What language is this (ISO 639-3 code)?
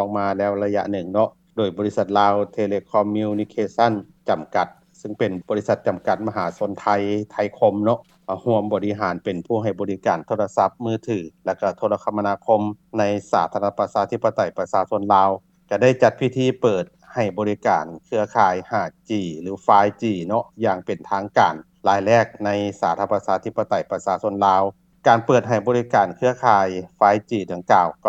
lao